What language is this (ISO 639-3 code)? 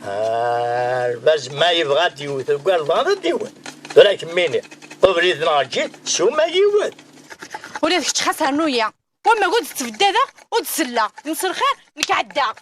kab